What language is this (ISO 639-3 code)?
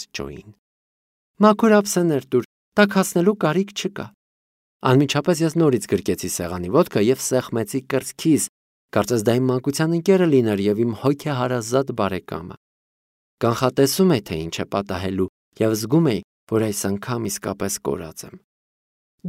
hye